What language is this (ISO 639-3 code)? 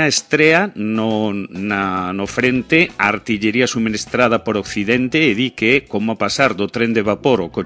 glg